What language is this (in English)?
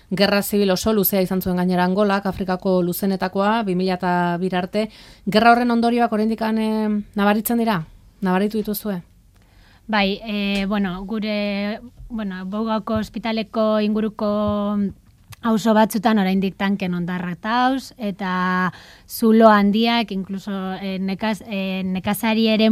Basque